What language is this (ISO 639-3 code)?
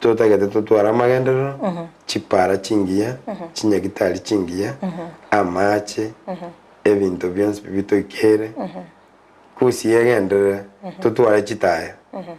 guz